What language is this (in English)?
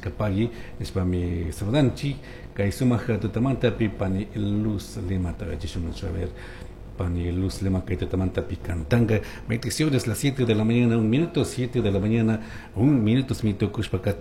Chimborazo Highland Quichua